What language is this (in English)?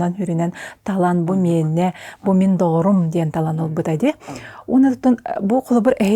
Yakut